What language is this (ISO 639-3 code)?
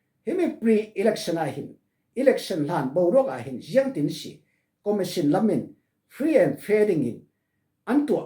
cfm